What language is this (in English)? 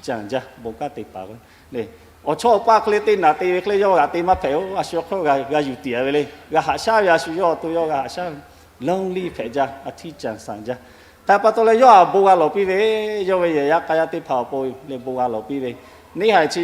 Lahu